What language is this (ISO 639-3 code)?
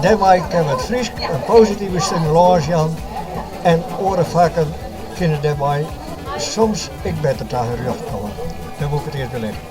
fry